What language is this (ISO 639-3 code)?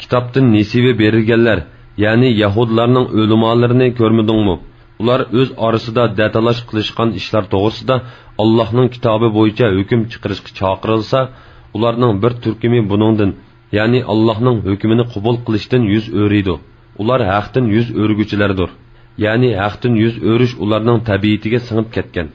uig